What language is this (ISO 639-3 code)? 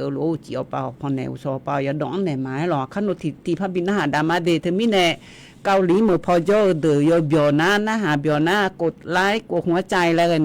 ahk